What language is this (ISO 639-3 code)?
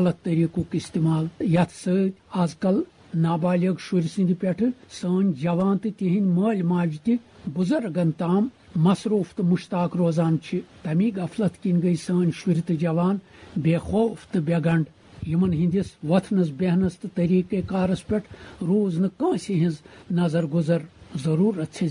kas